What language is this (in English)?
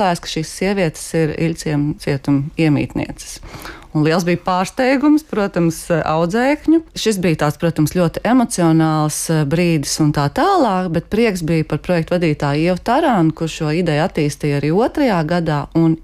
Latvian